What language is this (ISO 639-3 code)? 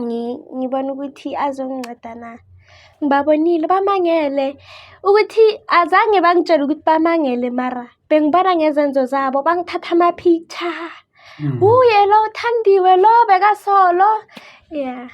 zul